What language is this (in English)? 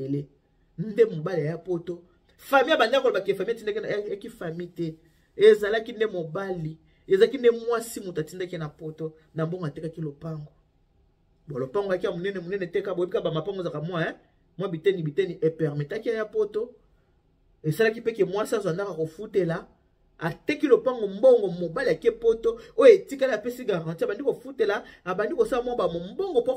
Lingala